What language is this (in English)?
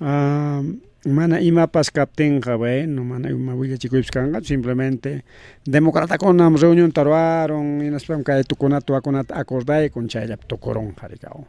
Ayacucho Quechua